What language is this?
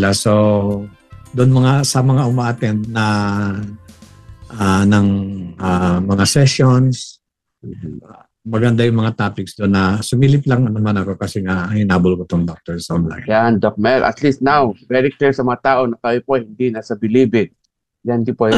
Filipino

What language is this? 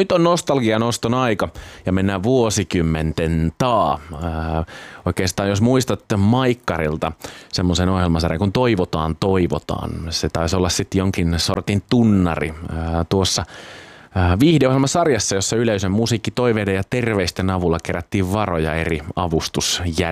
Finnish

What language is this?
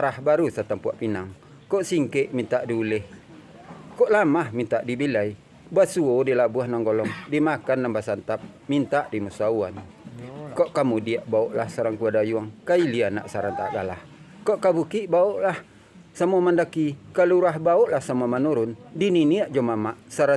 Minangkabau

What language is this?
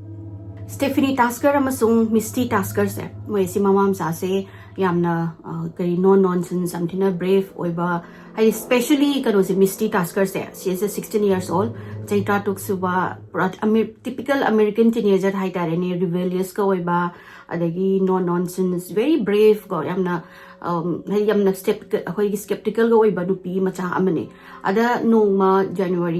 Manipuri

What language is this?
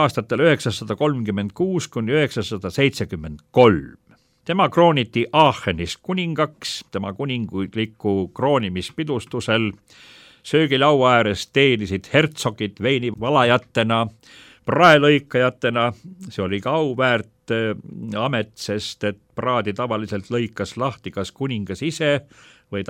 Estonian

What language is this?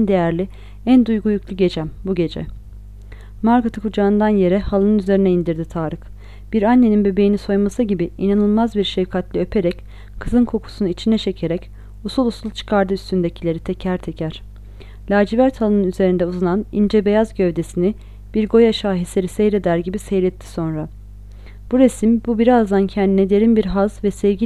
Turkish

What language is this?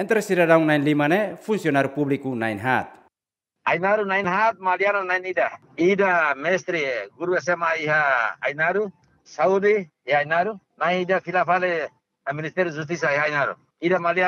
Tetum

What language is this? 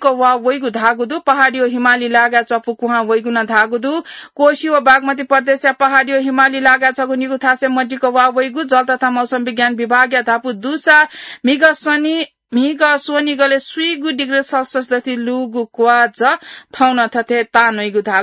Newari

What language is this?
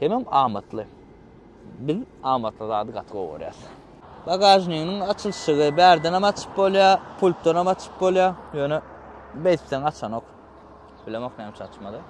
Turkmen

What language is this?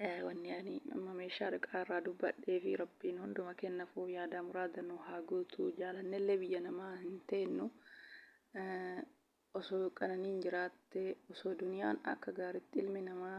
Oromo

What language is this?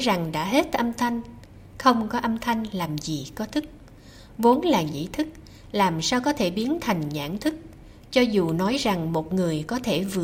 Vietnamese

